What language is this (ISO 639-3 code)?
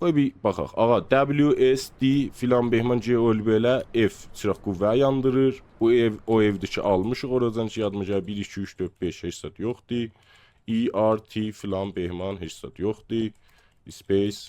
azb